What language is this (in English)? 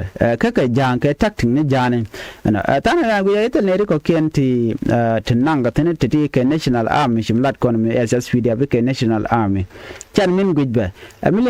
Nuer